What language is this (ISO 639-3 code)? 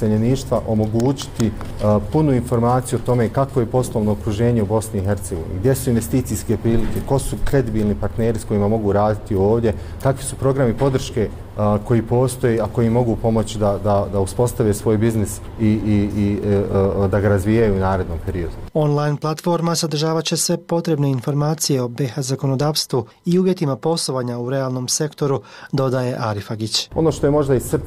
bos